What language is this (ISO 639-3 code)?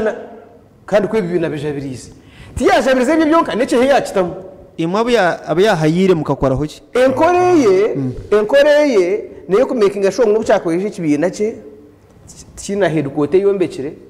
nyn